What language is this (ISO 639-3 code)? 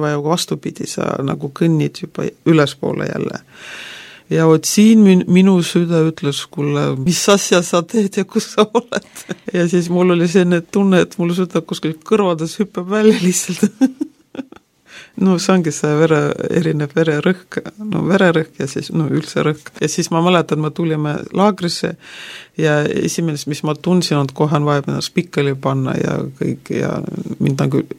est